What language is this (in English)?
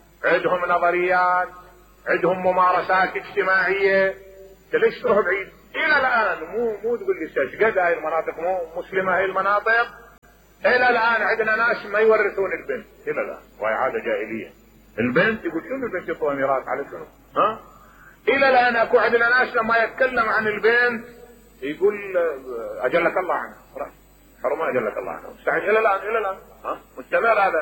Mesopotamian Arabic